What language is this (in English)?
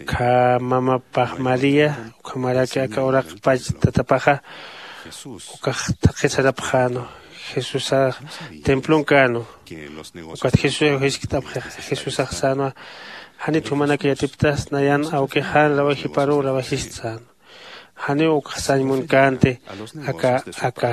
Aymara